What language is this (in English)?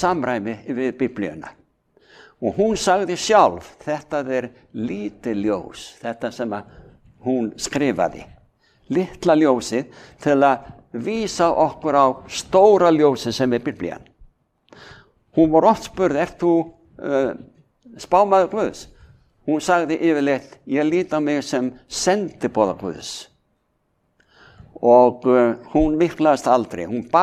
Icelandic